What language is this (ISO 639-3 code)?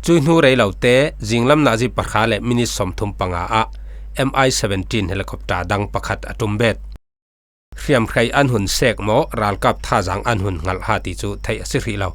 cfm